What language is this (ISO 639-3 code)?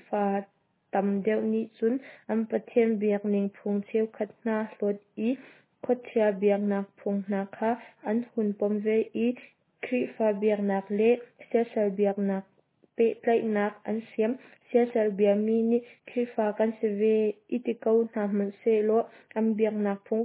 cnh